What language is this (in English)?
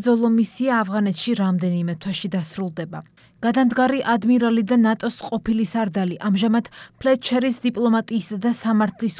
Georgian